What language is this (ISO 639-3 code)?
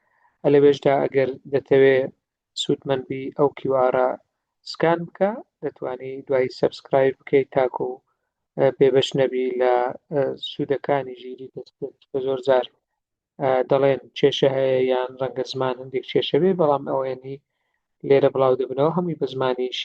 ckb